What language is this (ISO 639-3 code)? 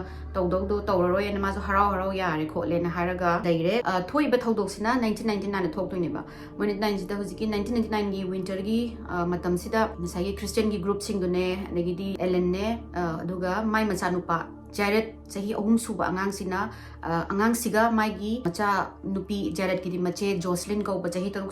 mni